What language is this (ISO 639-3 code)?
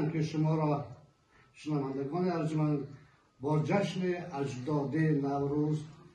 tgk